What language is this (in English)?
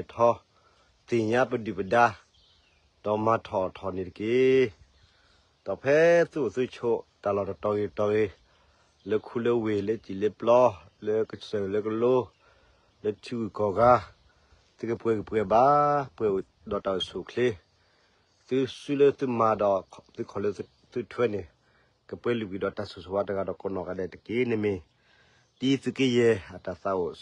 S'gaw Karen